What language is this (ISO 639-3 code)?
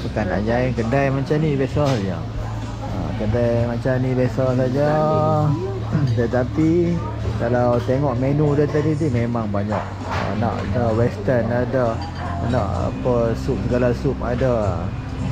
msa